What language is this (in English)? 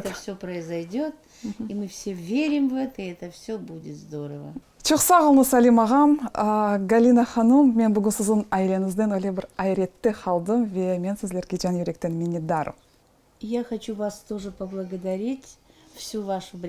Crimean Tatar